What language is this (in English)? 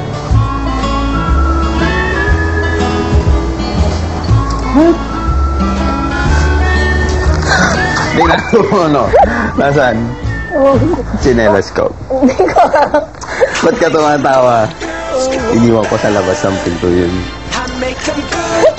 Filipino